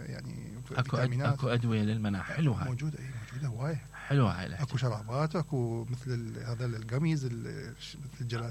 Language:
Mesopotamian Arabic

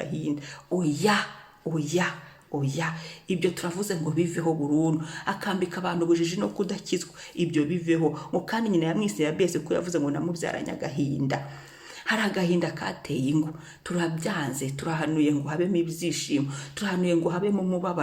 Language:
Kinyarwanda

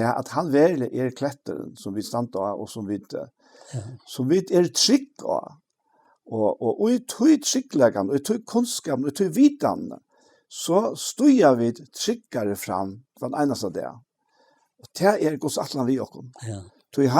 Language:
Faroese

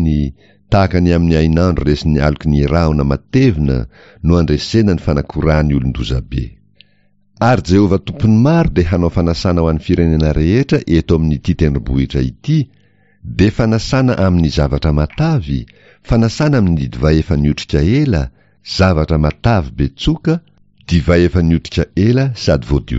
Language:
Malagasy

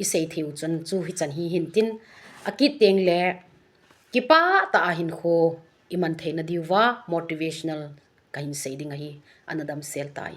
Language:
Thado Chin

